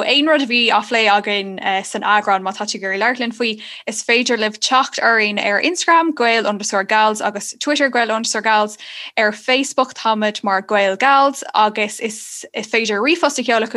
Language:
Irish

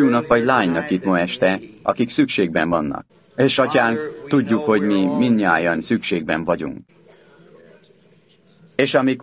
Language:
Hungarian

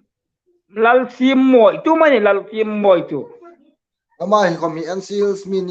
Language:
Hmar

